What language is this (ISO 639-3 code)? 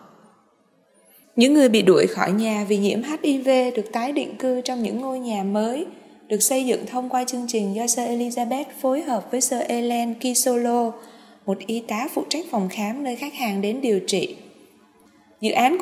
vie